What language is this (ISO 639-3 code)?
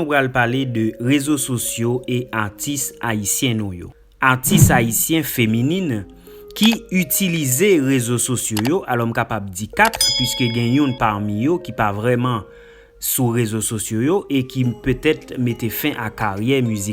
hat